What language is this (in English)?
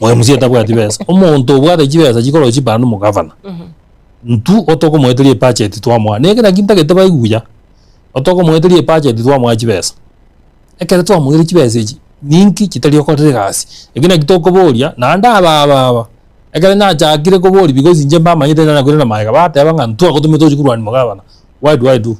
Gusii